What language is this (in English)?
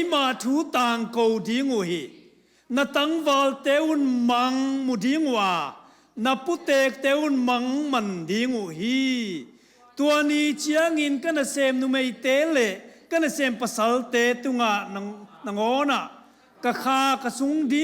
Tedim Chin